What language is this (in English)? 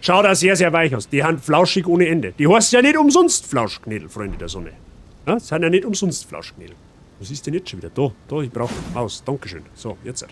Bavarian